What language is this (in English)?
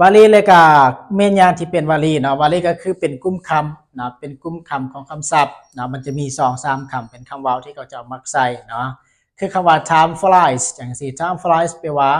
Lao